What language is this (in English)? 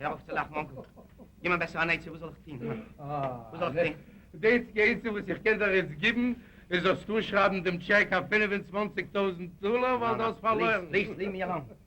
Yiddish